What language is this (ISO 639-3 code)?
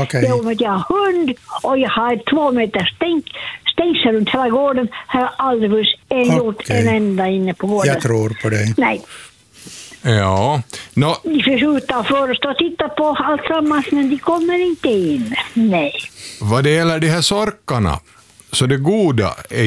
swe